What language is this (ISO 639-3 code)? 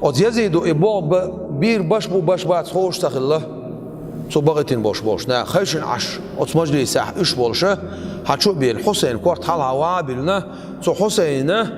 che